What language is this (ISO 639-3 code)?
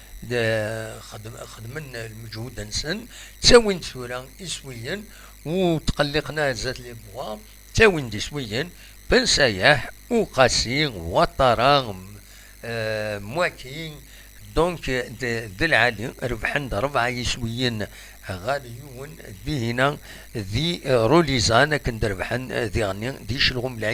kab